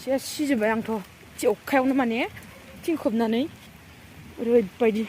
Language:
Bodo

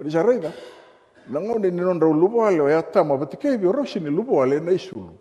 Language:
Fijian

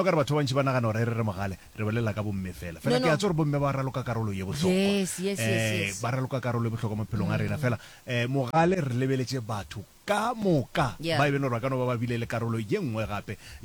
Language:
Northern Sotho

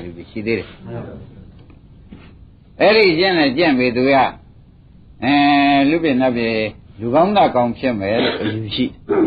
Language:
Burmese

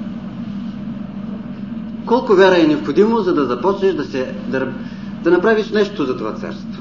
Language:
Bulgarian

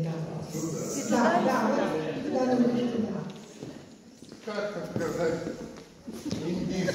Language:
Russian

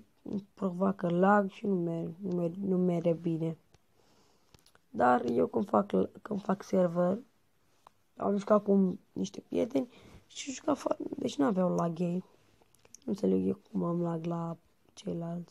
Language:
Romanian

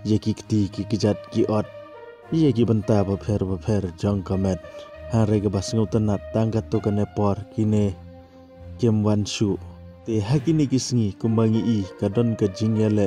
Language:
Khasi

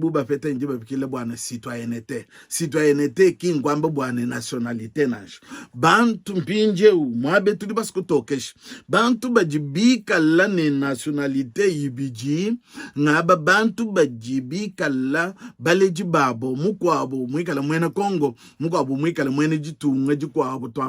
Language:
Luba-Lulua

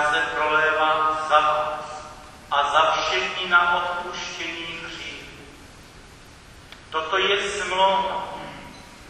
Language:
Czech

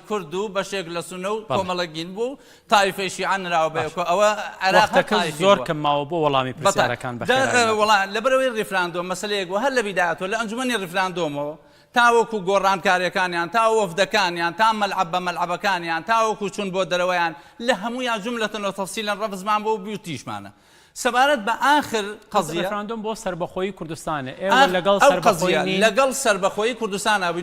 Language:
Central Kurdish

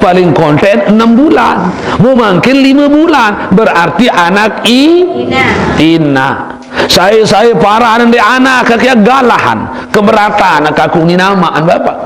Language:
Sasak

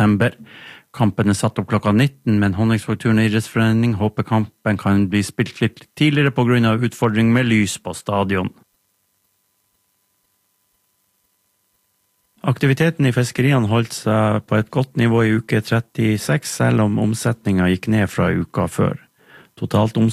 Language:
Norwegian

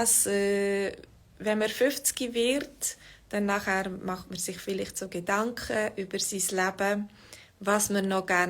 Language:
Swiss German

